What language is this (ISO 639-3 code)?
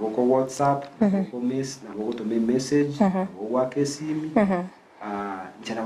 guz